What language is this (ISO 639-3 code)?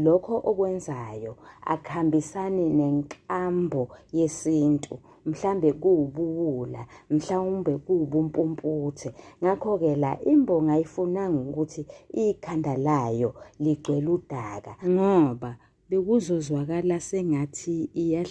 zul